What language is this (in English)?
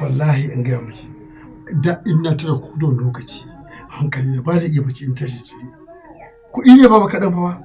Hausa